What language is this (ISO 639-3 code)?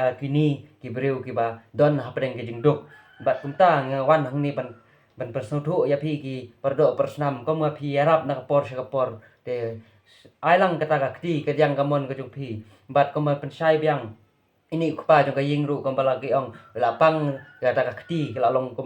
kha